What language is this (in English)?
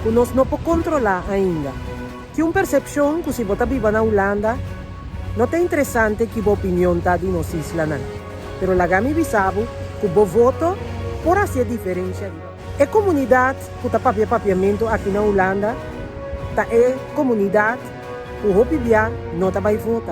Papiamento